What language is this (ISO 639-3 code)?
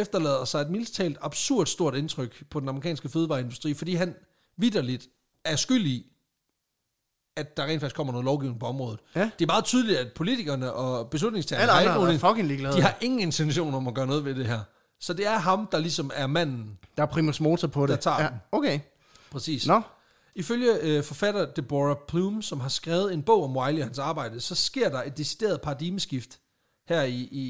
dan